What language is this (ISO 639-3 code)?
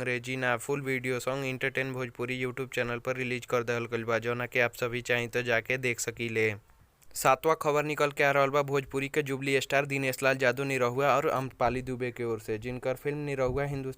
bho